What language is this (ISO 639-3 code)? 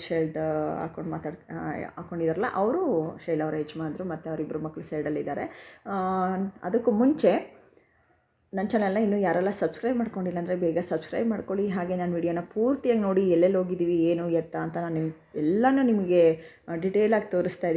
kan